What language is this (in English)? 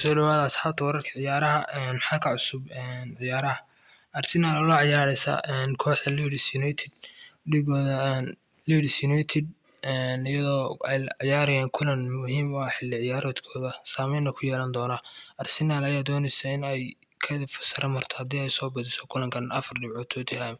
Somali